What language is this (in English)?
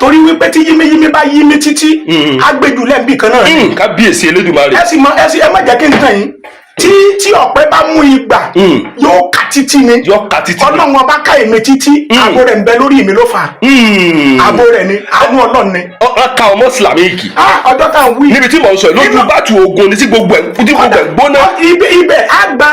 Yoruba